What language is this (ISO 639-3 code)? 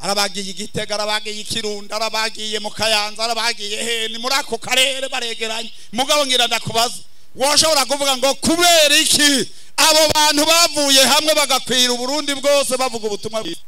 run